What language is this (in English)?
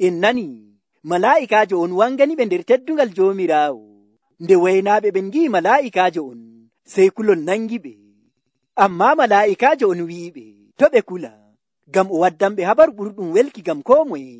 Nigerian Fulfulde